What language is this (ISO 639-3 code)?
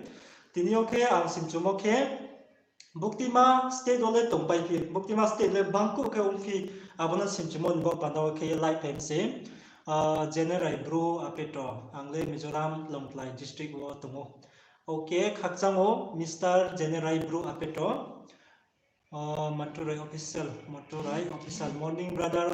ria